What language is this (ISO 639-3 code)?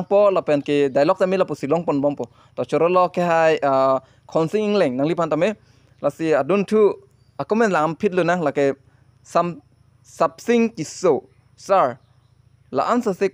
mjw